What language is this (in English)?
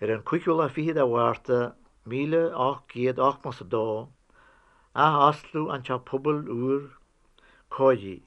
Irish